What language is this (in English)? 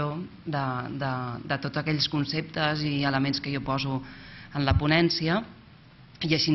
Catalan